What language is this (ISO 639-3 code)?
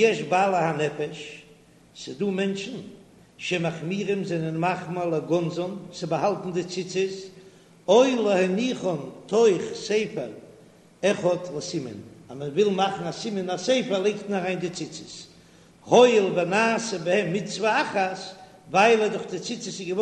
yid